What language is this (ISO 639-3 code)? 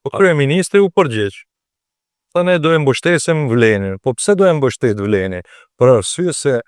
sqi